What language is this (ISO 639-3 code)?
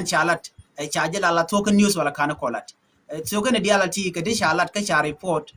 nus